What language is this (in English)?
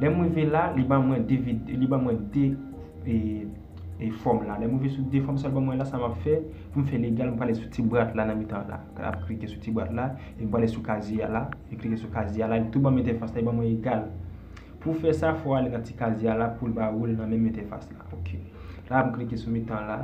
Haitian Creole